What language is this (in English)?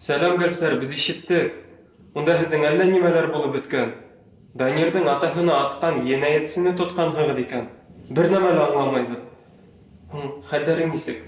Bashkir